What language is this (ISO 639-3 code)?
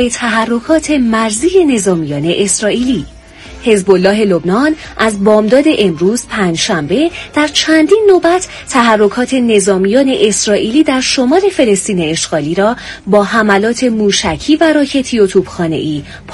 fas